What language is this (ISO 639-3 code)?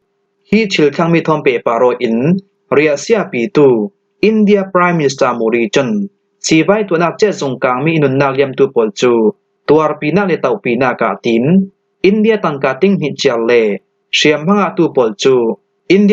cfm